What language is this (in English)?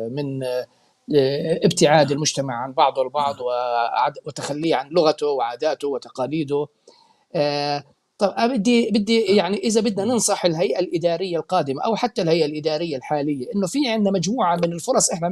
North Levantine Arabic